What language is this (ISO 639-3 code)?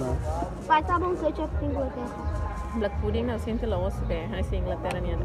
tet